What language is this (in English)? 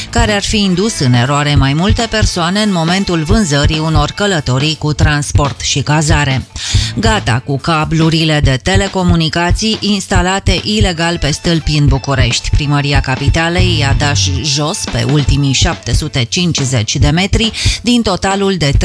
Romanian